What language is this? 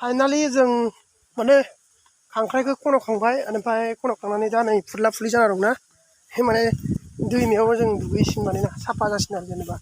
Bodo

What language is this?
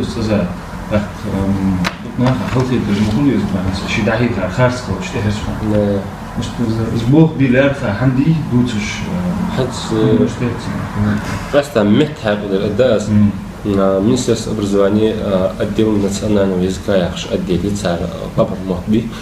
Ingush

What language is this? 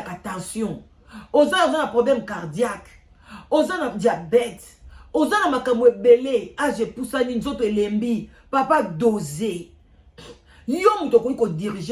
Lingala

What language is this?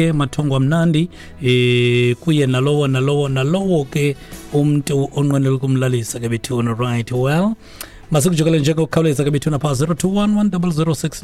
Xhosa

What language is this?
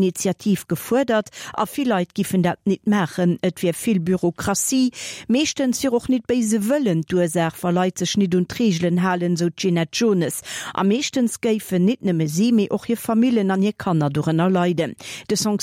Luxembourgish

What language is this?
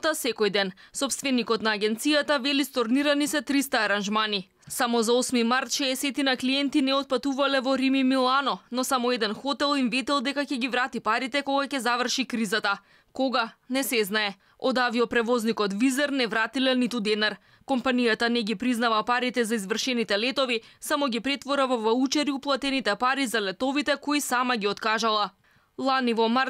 Macedonian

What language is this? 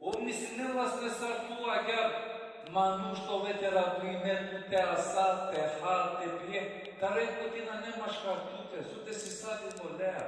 Balkan Romani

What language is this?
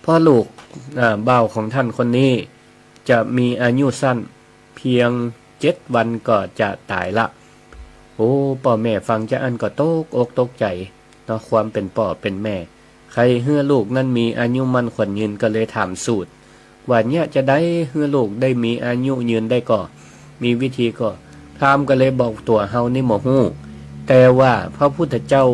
Northern Thai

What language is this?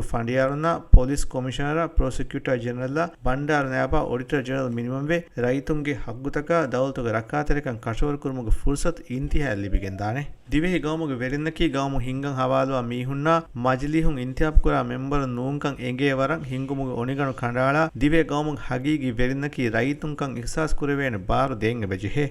Divehi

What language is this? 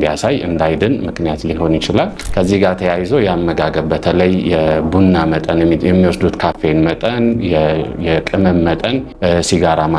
Amharic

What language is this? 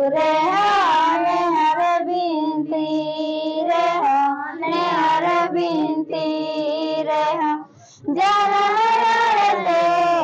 Santali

